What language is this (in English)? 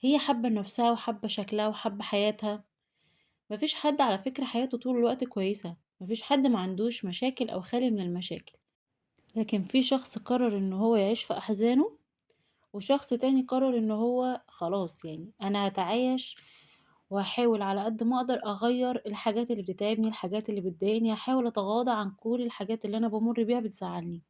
Egyptian Arabic